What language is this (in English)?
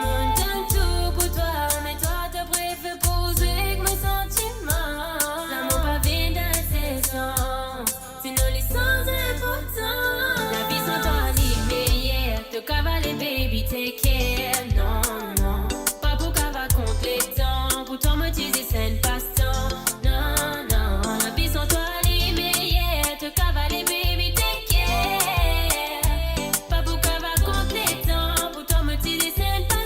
Morisyen